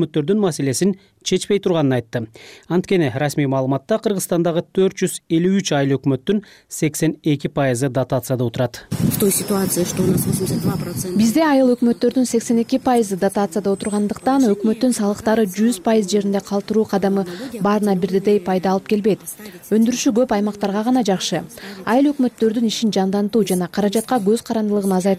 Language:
Kyrgyz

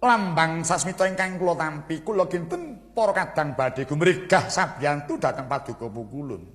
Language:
Javanese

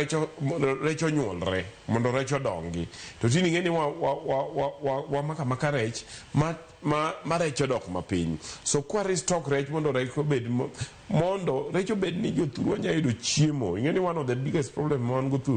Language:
Luo (Kenya and Tanzania)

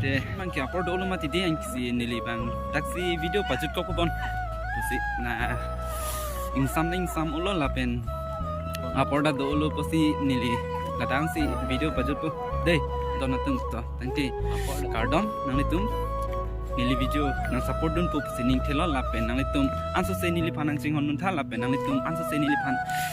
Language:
Karbi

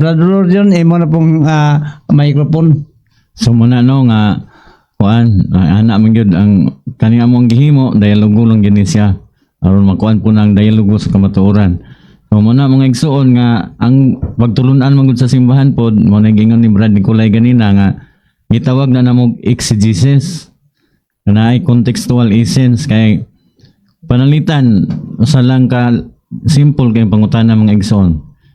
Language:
Cebuano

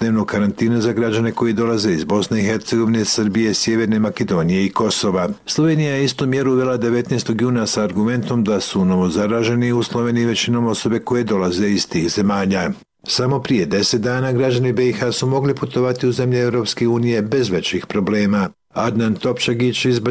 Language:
Serbian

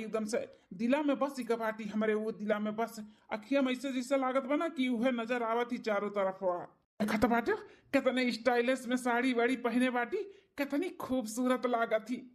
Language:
Awadhi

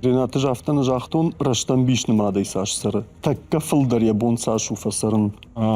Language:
Ossetic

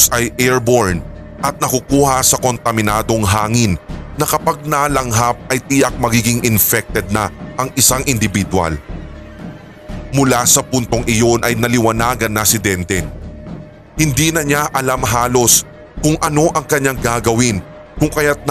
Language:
Filipino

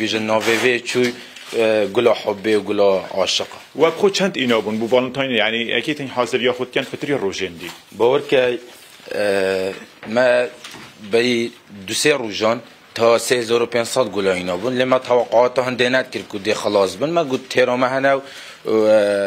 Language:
Kurdish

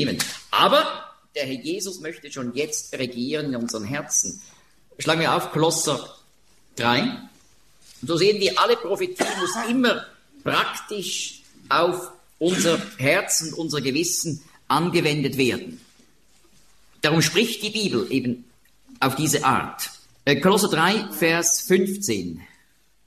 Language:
German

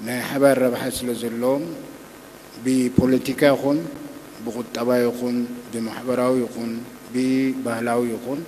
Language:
Tigrinya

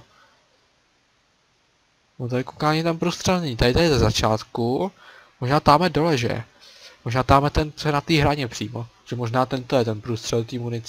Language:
Czech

